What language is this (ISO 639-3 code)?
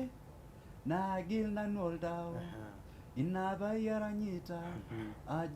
mas